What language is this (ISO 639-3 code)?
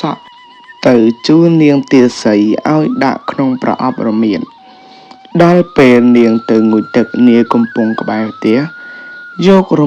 khm